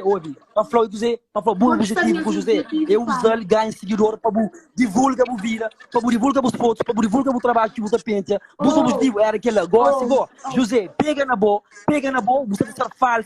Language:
Kabuverdianu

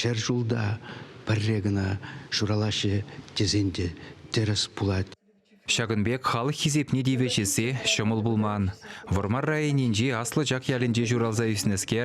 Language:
Chuvash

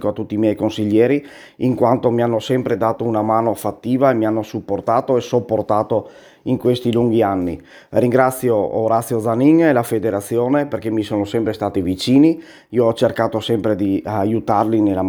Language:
Italian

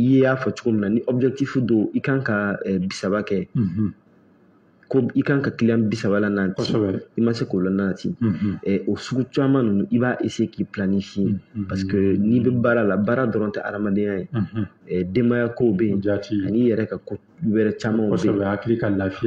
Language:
Bambara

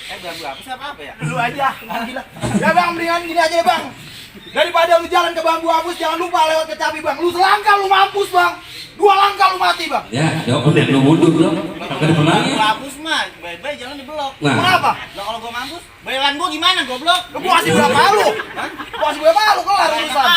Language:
Betawi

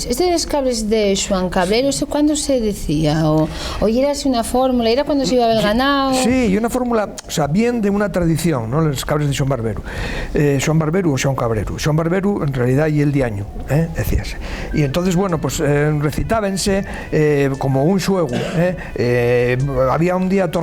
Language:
Asturian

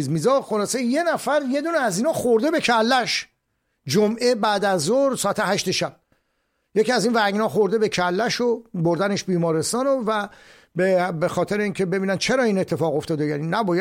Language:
Persian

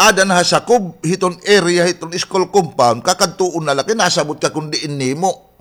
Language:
Waray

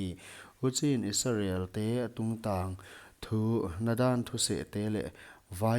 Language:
Paite Chin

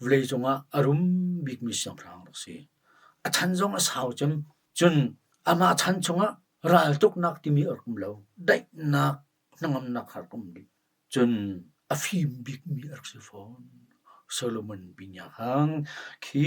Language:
Hakha Chin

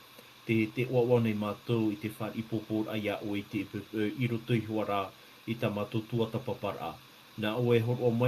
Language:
Tahitian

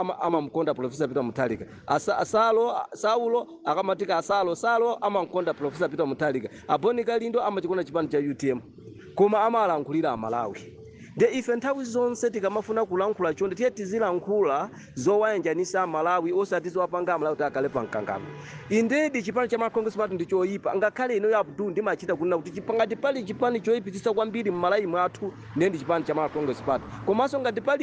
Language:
Nyanja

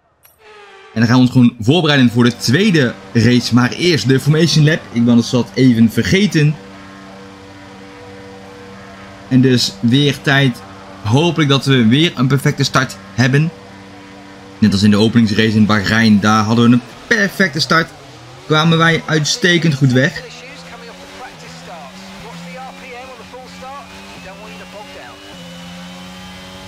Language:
Dutch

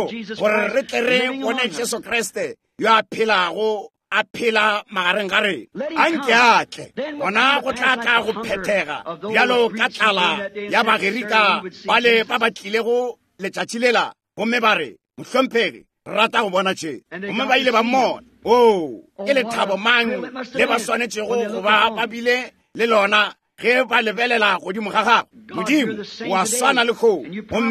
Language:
Northern Sotho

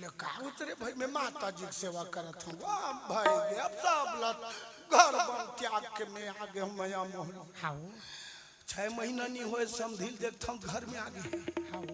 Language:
Chhattisgarhi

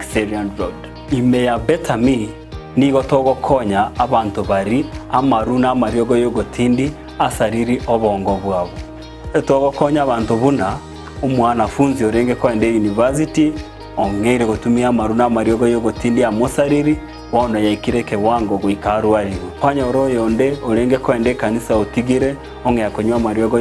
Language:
Gusii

